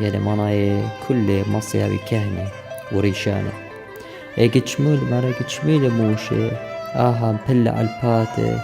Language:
Assyrian Neo-Aramaic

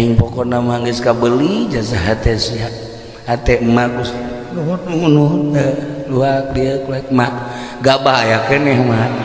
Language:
Sundanese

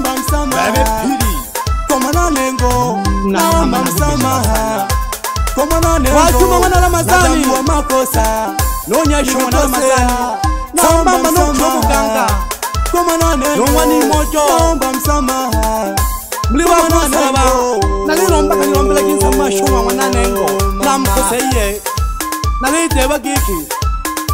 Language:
Swahili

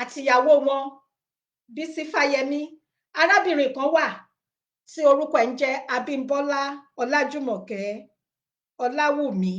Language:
Yoruba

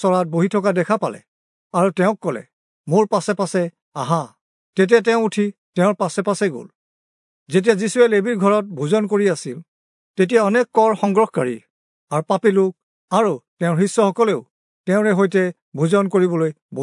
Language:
Assamese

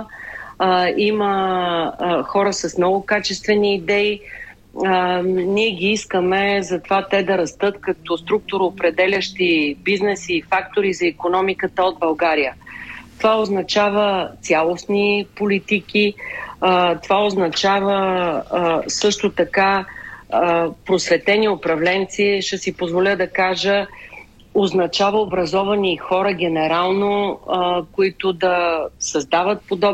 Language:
Bulgarian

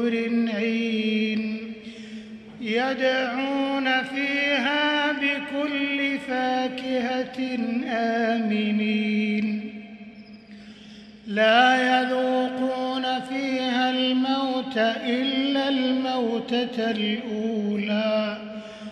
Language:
Arabic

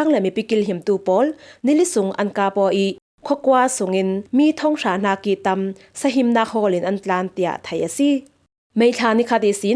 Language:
Falam Chin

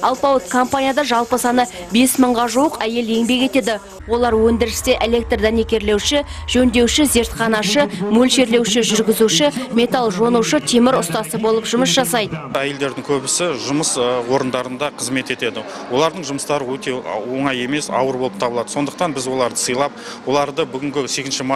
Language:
Kazakh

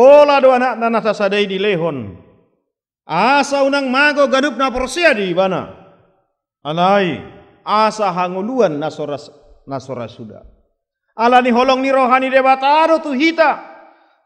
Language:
Batak Toba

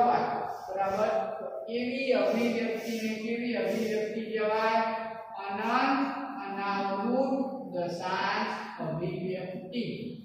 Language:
Gujarati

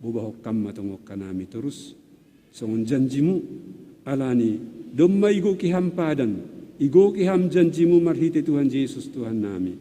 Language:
Batak Simalungun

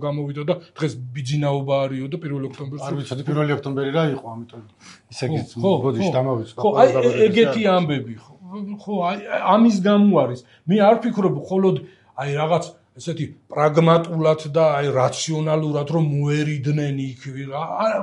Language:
Georgian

